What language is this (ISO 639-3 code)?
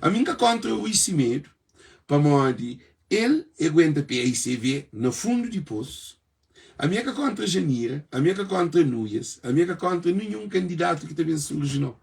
kea